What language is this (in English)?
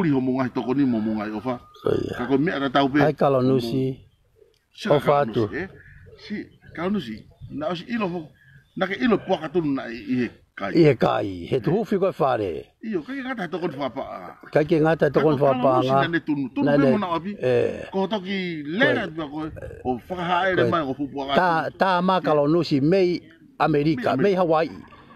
Tongan